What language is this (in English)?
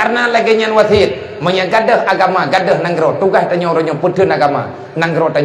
Achinese